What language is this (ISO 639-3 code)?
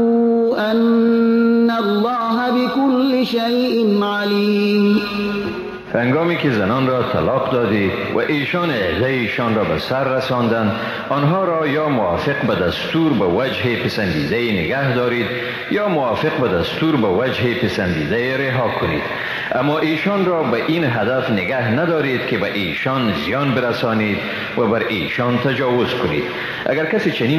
tgk